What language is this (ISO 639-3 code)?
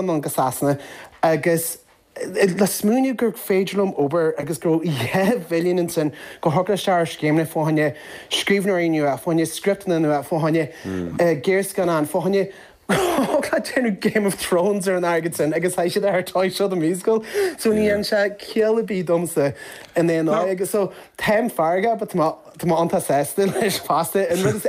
gle